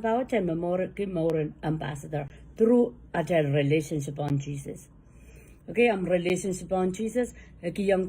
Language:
Pohnpeian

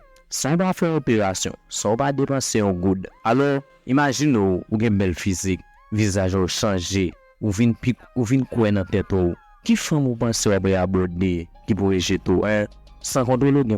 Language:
Haitian Creole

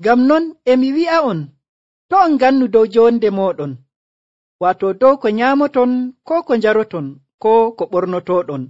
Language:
Nigerian Fulfulde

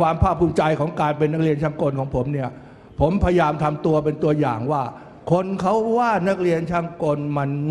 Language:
Thai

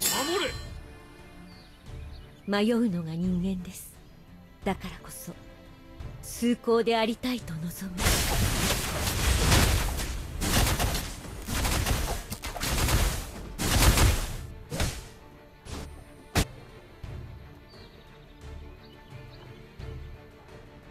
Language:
Japanese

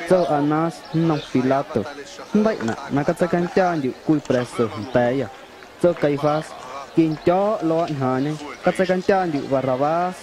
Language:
Guerrero Amuzgo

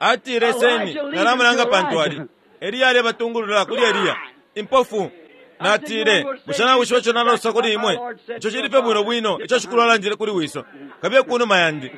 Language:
Bemba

